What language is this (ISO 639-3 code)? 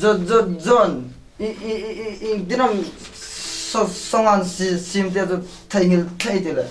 hmr